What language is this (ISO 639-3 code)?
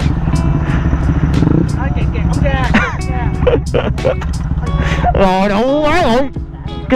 vie